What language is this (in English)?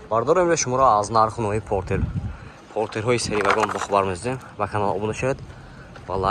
Tajik